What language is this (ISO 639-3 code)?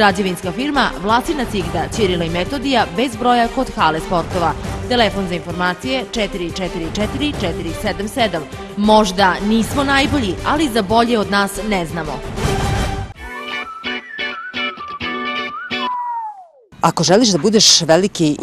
srp